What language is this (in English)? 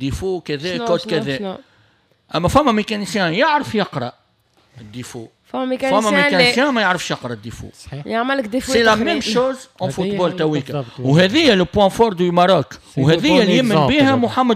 Tunisian Arabic